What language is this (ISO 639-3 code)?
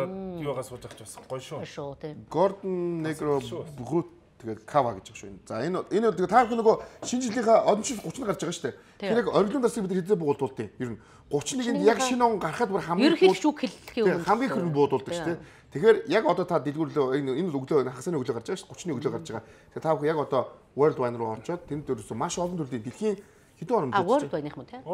mon